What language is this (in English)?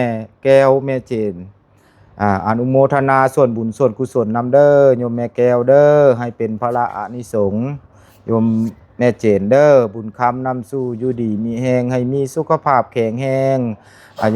Lao